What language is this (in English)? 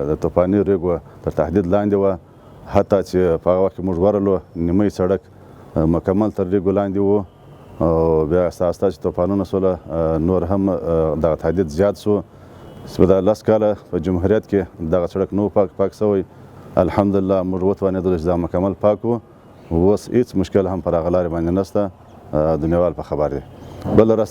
Pashto